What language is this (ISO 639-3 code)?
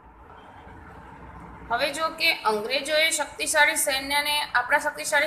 guj